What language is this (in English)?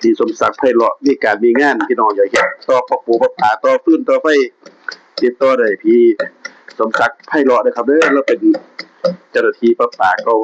Northeastern Thai